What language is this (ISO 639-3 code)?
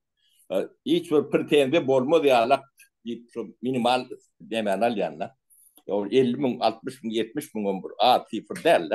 tuk